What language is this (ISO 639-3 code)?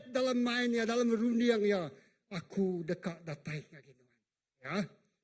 iba